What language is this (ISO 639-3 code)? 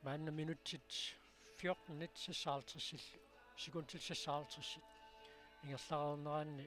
kal